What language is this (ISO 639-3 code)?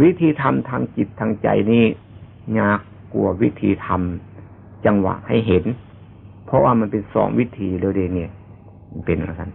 lao